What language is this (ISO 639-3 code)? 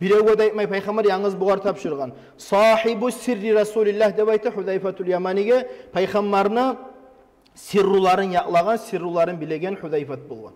kum